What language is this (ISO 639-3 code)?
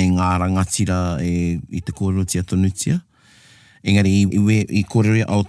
mri